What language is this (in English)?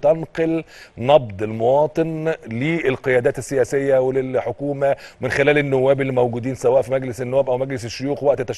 Egyptian Arabic